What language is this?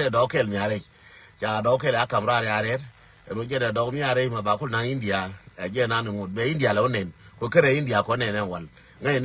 Nuer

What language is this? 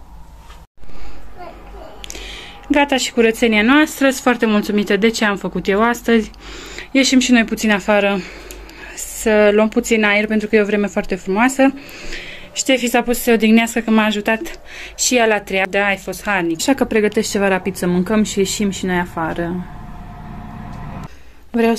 Romanian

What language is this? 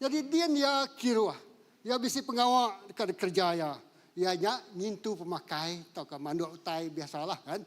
Iban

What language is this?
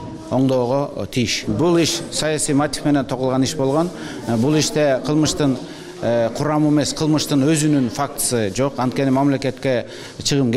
Kyrgyz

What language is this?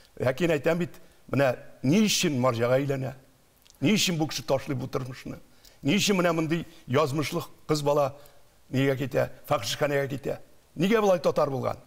Tatar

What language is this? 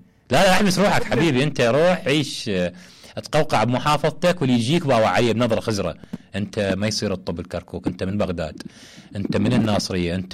Mesopotamian Arabic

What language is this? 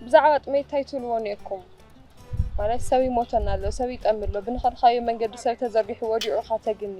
Tigrinya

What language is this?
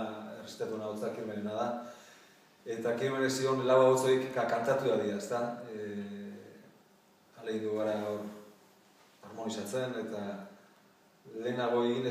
Basque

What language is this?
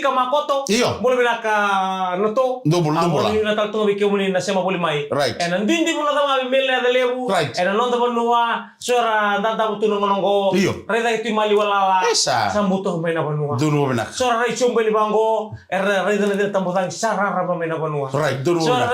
Fijian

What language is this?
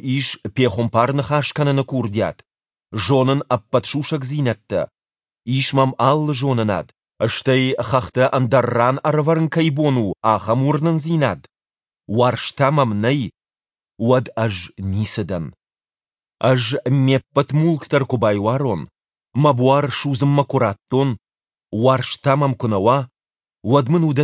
Ossetic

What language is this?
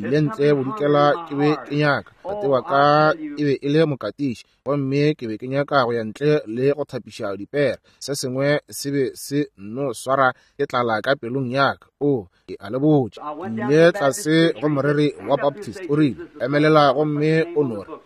Northern Sotho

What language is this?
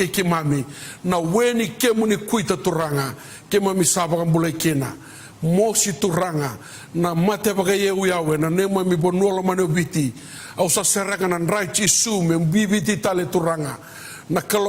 Fijian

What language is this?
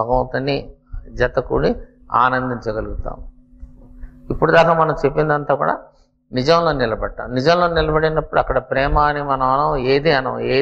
Telugu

